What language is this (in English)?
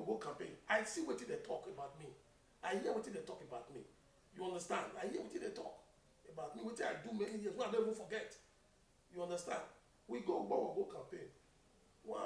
Nigerian Pidgin